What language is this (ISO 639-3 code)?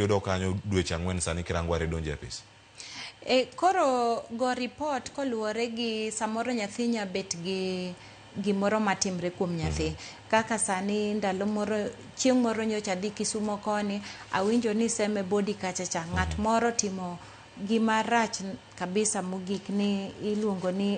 luo